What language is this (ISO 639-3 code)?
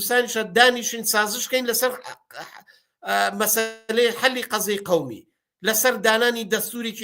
ckb